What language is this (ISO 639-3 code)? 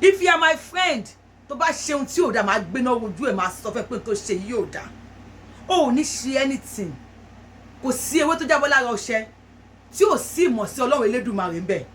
yor